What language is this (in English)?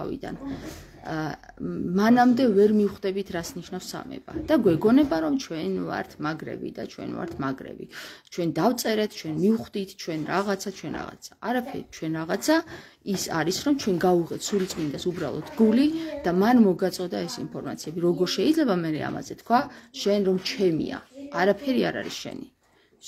Georgian